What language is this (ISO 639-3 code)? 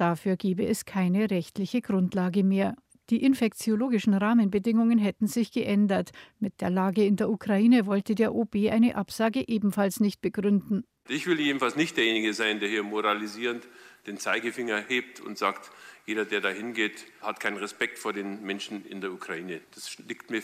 deu